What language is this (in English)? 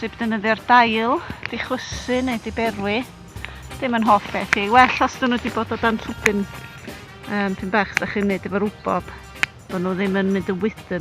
Welsh